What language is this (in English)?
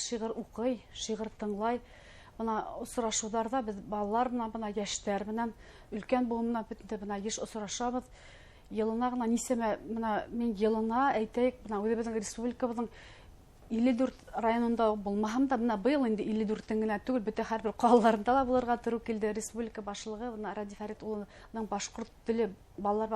Bashkir